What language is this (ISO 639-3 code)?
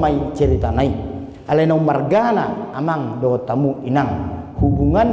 bbc